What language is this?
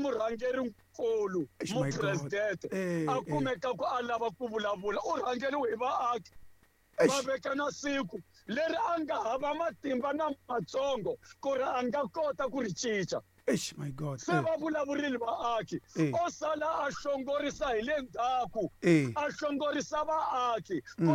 Tsonga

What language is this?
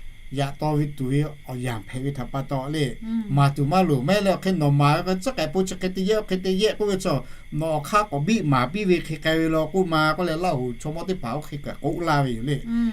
Lahu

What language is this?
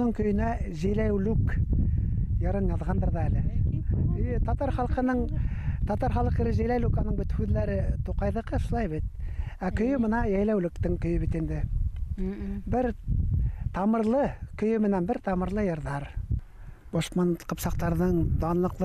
Bashkir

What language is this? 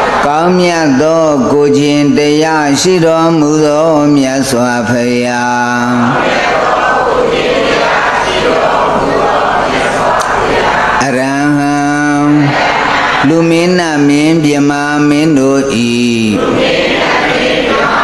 Burmese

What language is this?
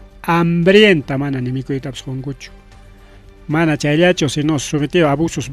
Ayacucho Quechua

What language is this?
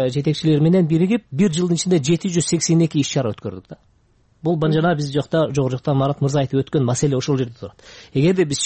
Kyrgyz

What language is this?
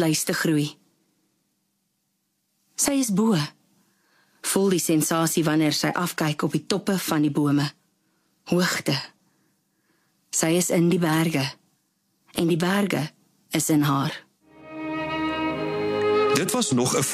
Afrikaans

